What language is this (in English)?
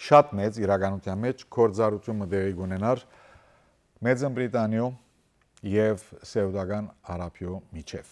Western Armenian